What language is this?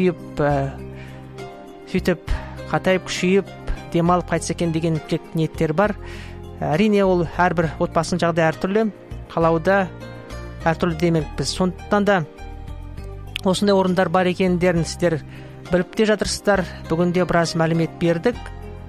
Kazakh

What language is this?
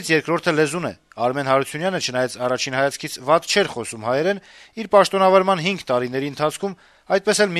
Armenian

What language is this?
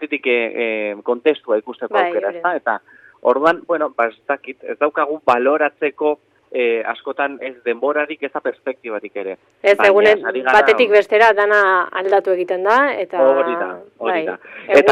Basque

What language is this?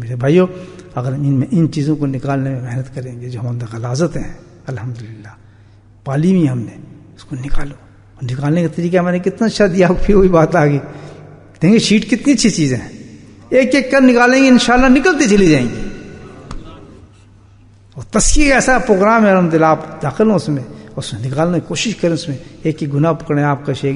Urdu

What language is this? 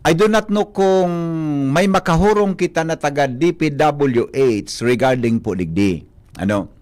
Bikol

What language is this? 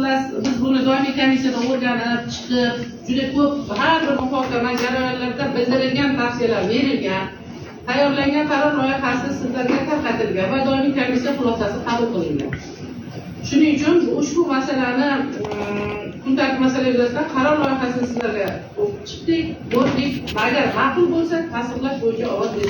Uzbek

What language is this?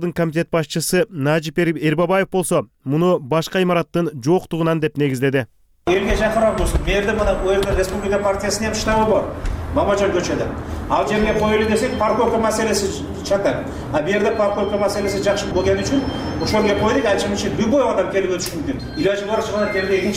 Kyrgyz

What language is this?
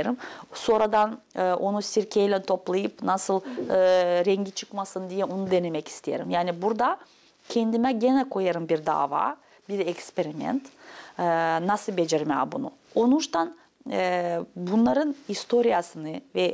Gagauz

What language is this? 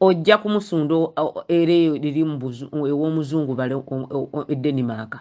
Ganda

